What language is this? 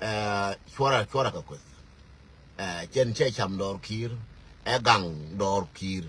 Nuer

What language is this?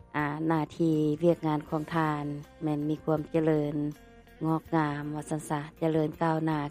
Lao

